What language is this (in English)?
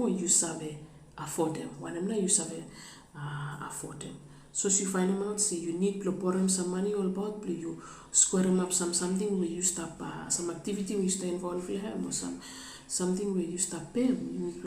Bislama